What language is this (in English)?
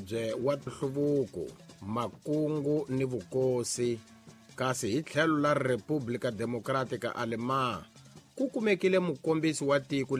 Tsonga